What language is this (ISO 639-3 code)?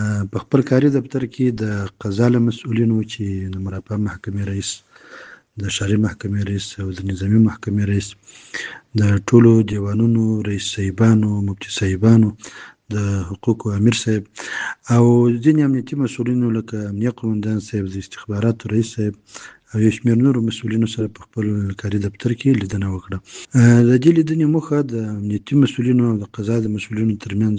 pus